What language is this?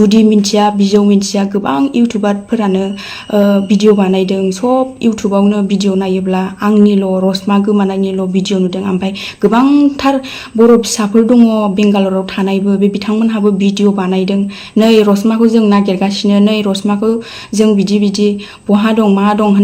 Bodo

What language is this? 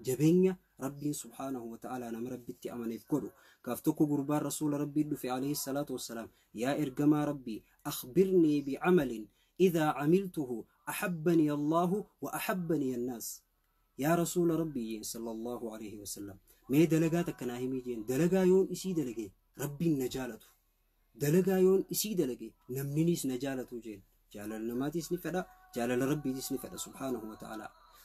Oromo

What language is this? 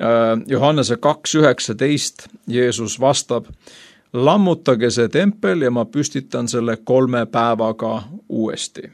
Estonian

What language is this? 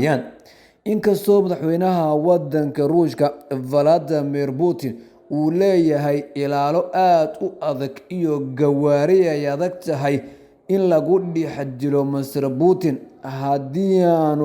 Somali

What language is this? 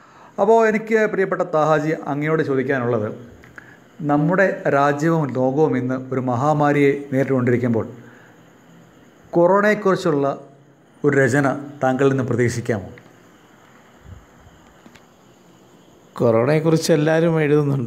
Malayalam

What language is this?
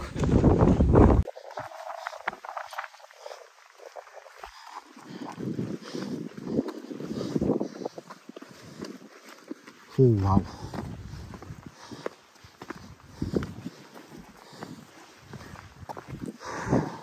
Kannada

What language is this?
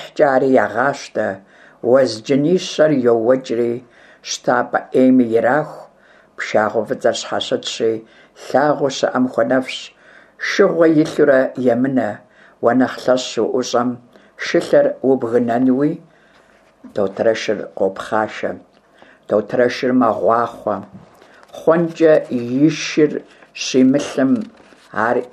Kabardian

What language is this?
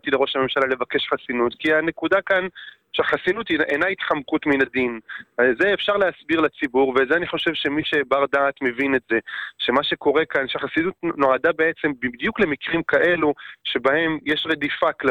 Hebrew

